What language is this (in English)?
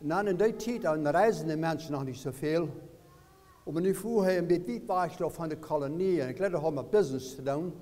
Plautdietsch